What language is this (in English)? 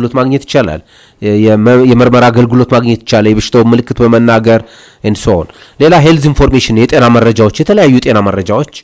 Amharic